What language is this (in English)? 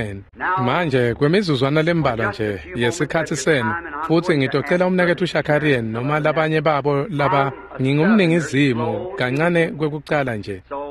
Swati